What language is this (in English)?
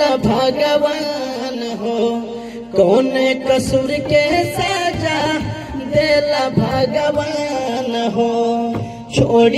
Maithili